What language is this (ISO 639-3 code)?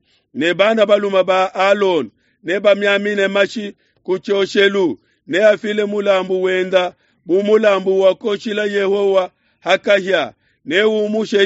lua